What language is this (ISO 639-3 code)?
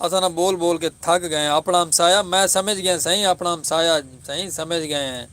skr